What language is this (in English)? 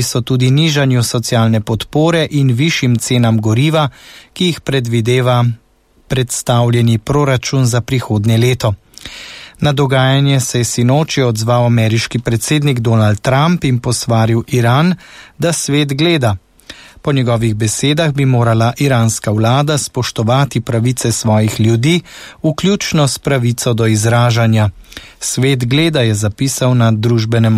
Slovenian